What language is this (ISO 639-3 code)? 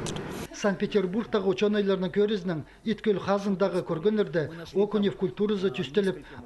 kjh